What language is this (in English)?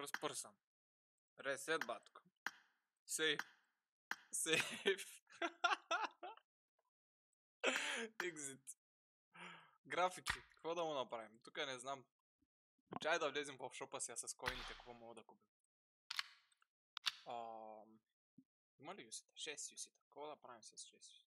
Bulgarian